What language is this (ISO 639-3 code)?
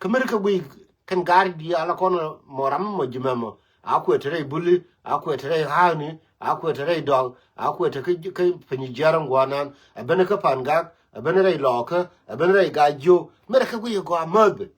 nus